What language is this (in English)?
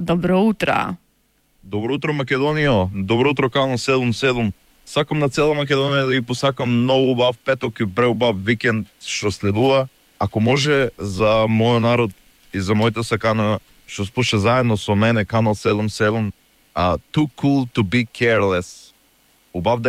Macedonian